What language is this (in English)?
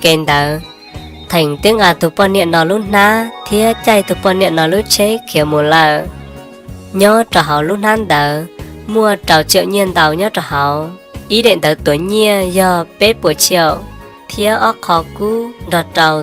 Hmong